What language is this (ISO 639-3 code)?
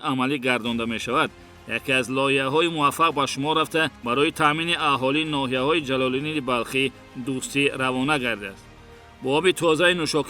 tgk